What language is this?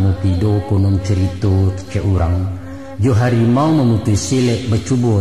Minangkabau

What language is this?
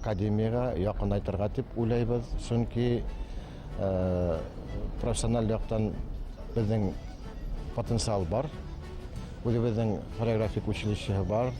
Bashkir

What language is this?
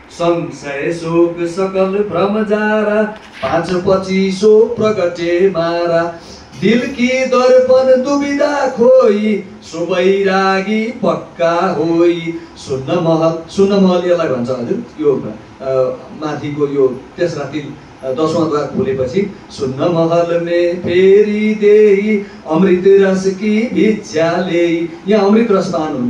Nepali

